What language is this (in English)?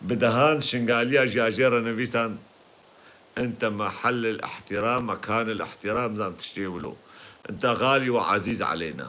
Kurdish